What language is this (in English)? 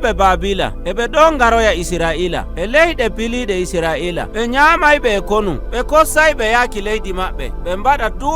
Nigerian Fulfulde